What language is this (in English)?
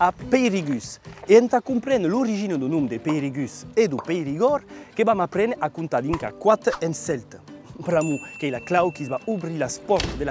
Occitan